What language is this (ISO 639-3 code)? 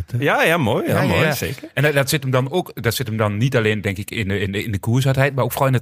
nld